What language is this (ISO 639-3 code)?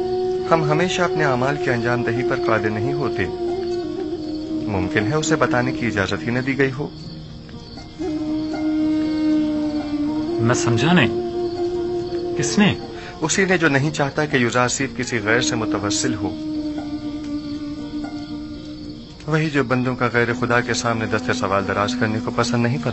urd